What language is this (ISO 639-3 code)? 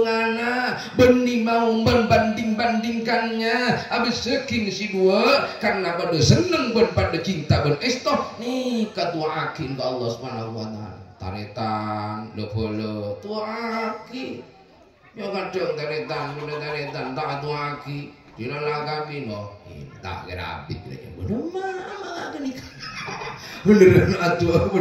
mad